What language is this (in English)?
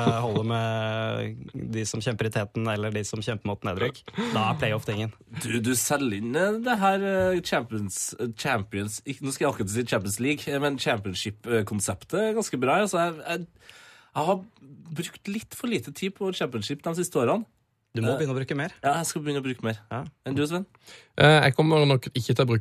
Norwegian